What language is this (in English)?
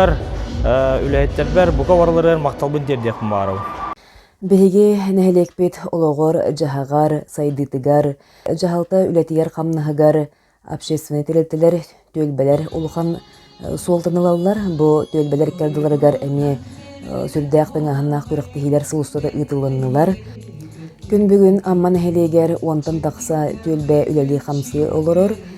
Yakut